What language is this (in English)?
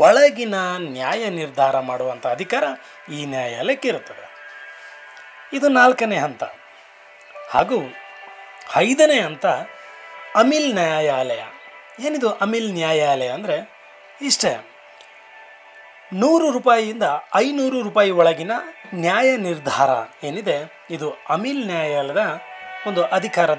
Kannada